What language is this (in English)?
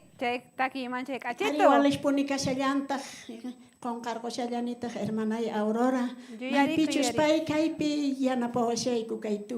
South Bolivian Quechua